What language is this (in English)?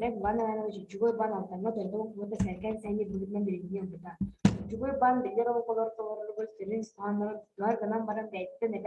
Yakut